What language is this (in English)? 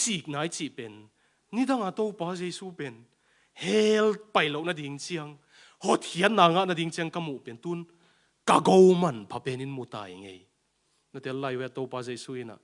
Tedim Chin